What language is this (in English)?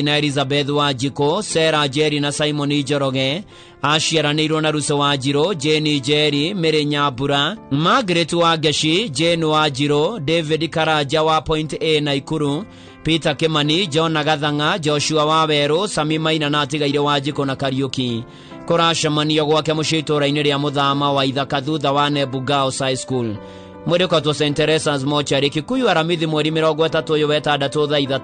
Kikuyu